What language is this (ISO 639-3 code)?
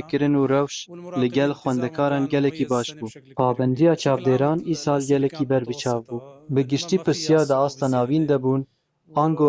kur